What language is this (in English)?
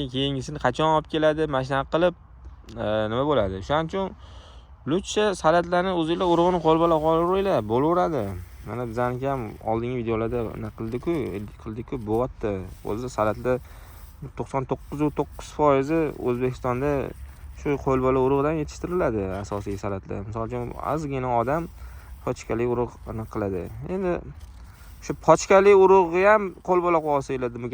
Uzbek